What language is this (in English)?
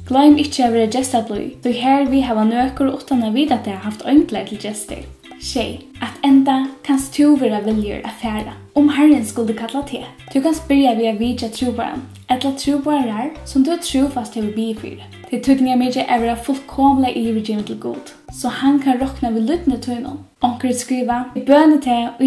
Faroese